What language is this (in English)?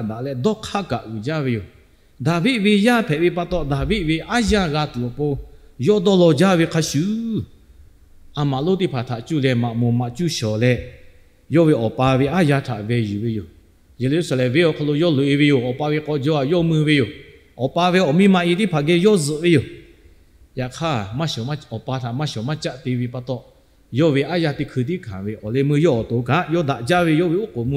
Lahu